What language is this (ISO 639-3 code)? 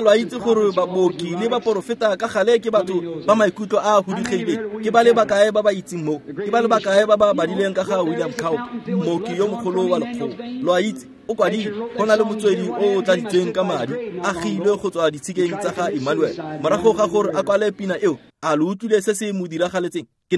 tsn